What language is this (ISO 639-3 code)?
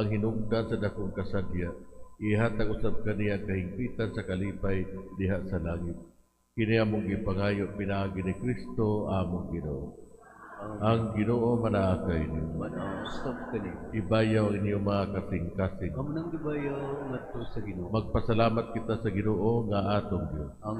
ceb